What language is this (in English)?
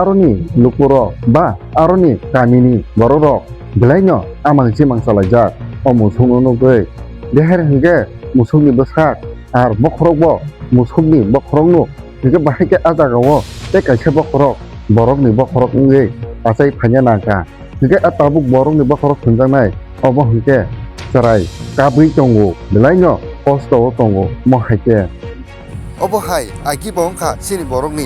Kok Borok